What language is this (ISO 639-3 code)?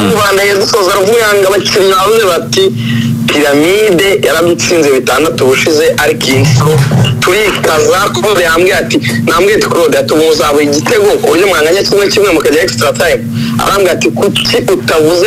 kin